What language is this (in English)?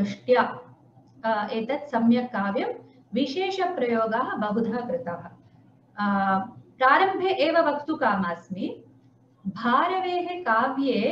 Sanskrit